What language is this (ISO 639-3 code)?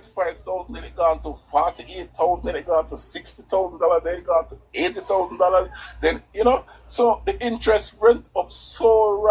jam